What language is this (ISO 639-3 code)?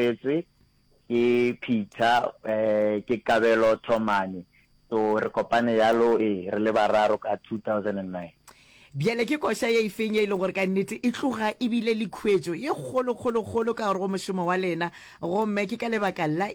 nso